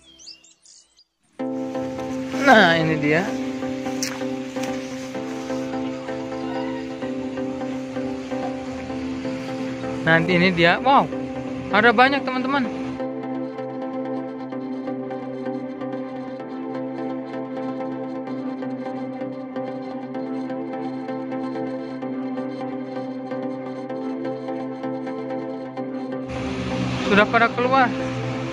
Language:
Indonesian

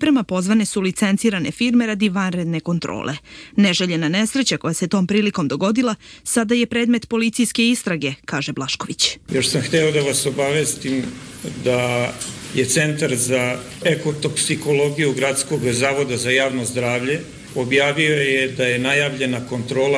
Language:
Serbian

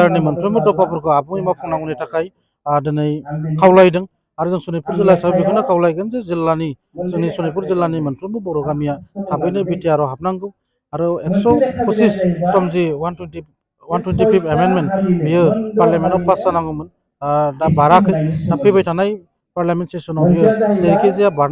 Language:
Bodo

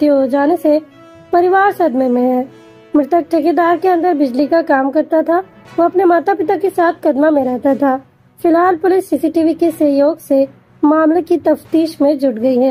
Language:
Hindi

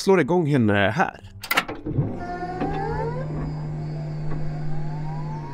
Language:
Swedish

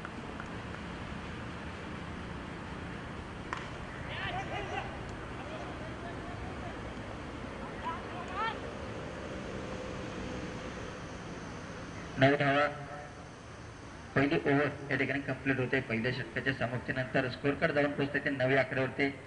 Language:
Marathi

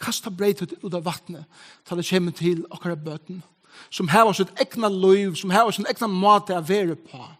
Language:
Faroese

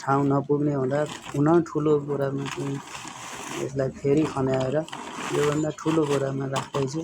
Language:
Nepali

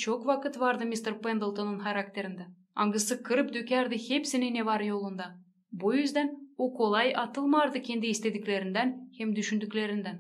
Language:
Gagauz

